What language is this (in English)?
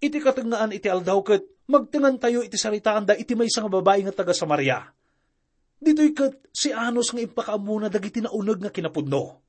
Iloko